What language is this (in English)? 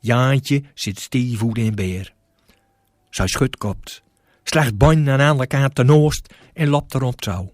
Gronings